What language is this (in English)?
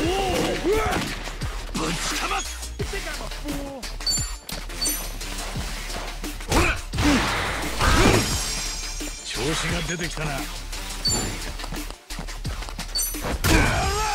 Japanese